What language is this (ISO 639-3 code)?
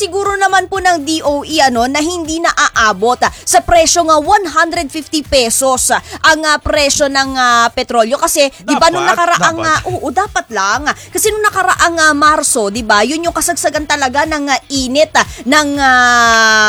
fil